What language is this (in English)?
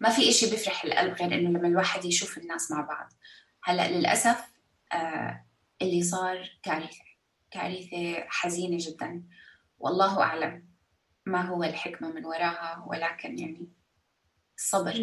North Levantine Arabic